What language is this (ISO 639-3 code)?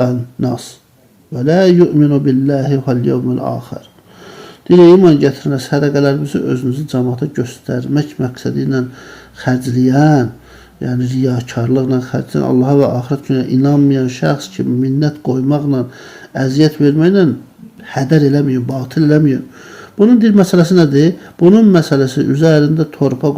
aze